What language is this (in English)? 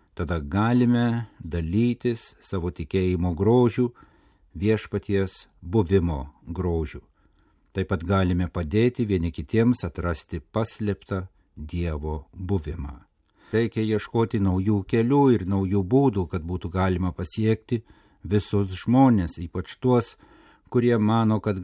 Lithuanian